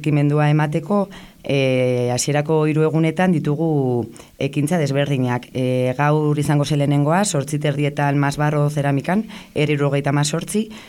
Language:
Basque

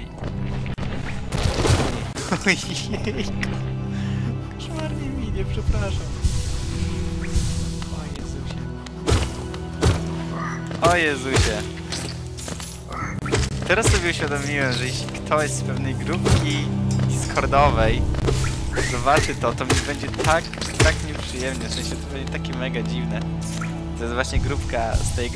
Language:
Polish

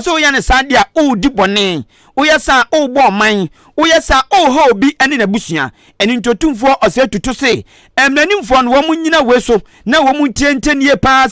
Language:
Akan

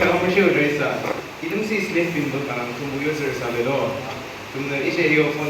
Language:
Yimchungru Naga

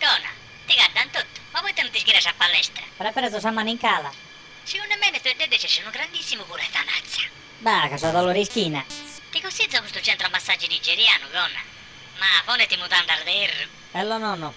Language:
Sardinian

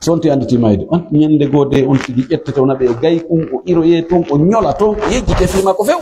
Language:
Pular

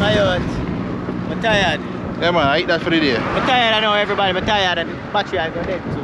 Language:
Jamaican Creole English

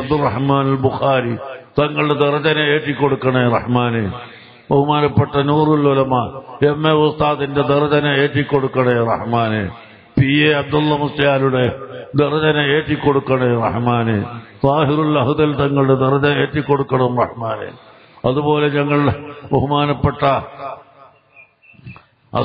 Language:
Malayalam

